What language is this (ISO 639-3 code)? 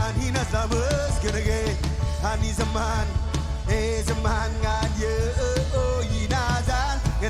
mah